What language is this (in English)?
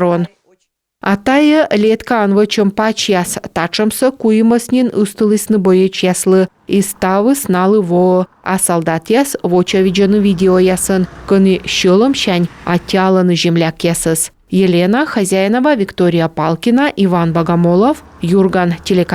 Komi